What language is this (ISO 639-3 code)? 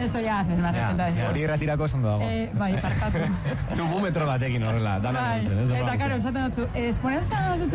eus